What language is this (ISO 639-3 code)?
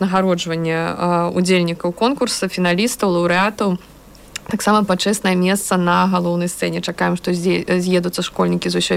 bel